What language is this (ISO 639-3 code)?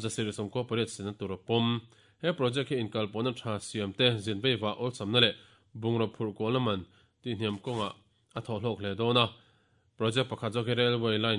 lus